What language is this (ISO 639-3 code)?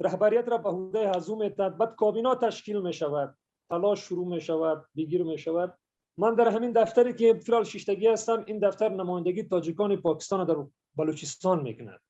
fas